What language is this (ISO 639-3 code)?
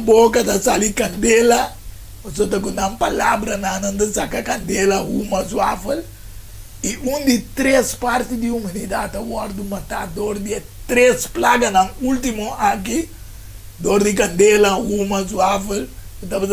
pap